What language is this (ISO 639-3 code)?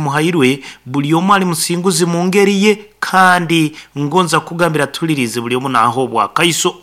nyn